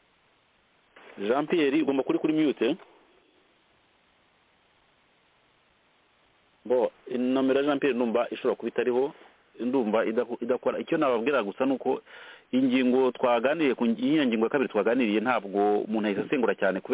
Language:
Kinyarwanda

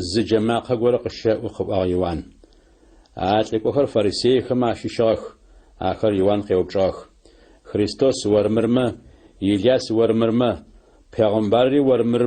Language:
Adyghe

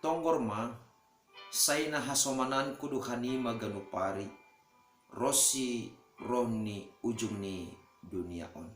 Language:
Batak Simalungun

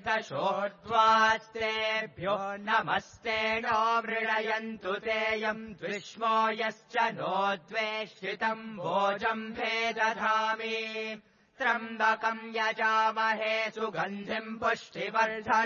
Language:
Sanskrit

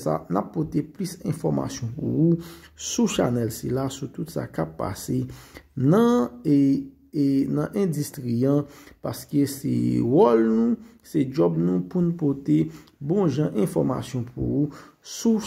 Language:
Haitian Creole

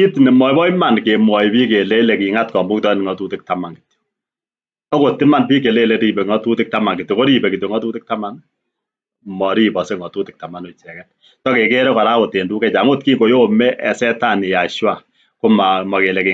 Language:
Kalenjin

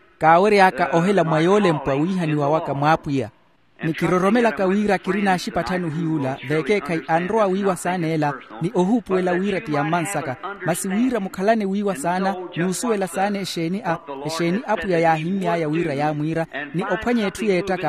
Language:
Makhuwa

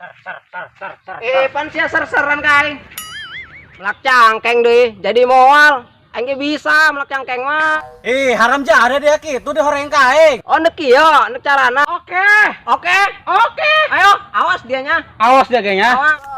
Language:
Sundanese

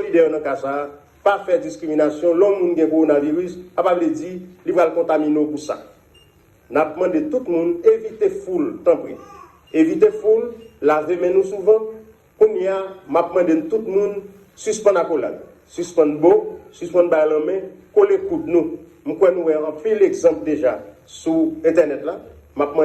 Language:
Haitian Creole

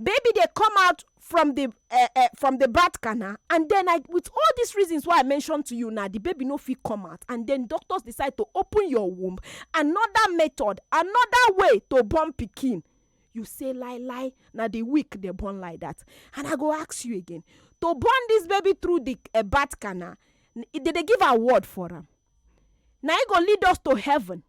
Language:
Nigerian Pidgin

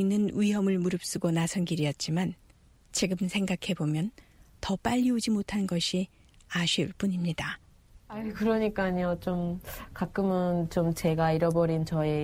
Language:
Korean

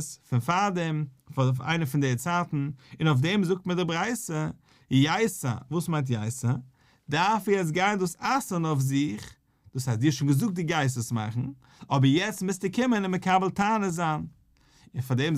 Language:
Yiddish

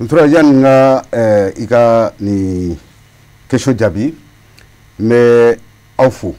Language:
Bambara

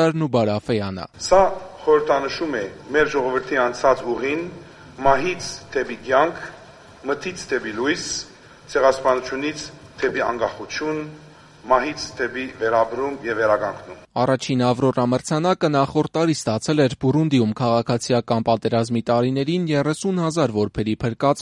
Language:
Armenian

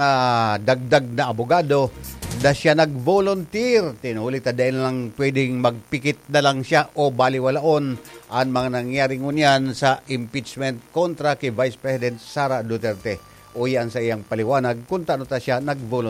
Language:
Bikol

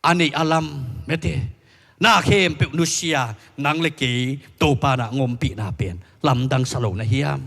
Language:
Tedim Chin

